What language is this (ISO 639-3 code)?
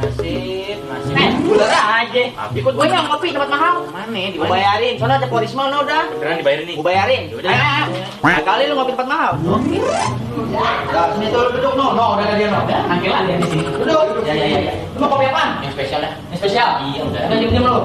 bew